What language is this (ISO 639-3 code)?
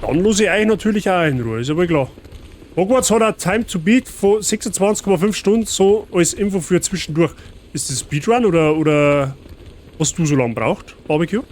bar